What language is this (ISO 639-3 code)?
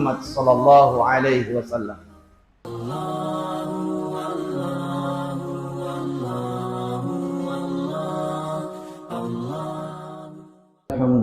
bug